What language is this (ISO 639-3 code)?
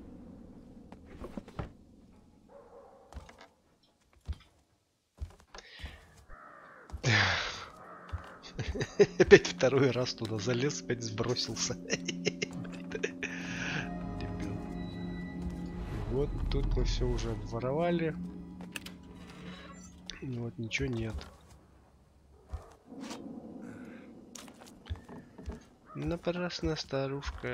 rus